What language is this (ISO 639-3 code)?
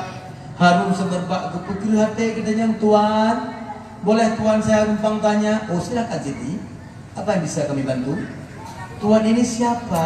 ace